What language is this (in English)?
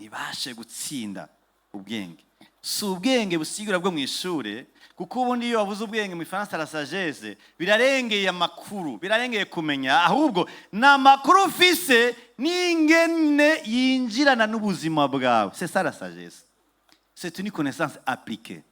Rundi